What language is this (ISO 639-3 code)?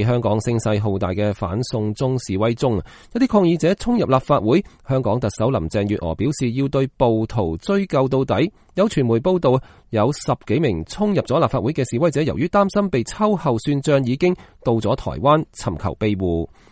yue